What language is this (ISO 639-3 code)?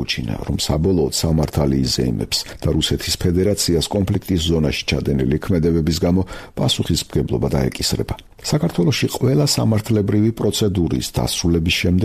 kat